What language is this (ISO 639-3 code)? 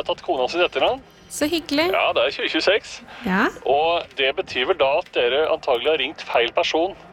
nor